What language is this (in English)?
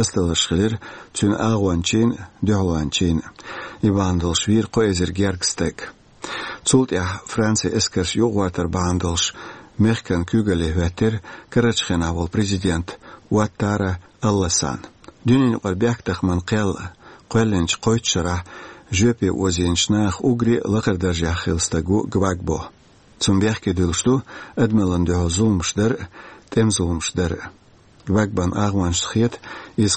Chechen